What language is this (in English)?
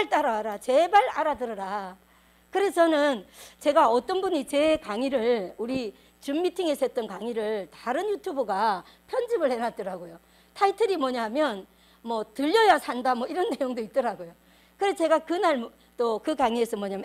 Korean